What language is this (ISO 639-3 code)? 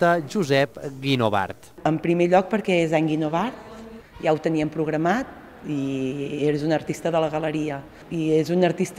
cat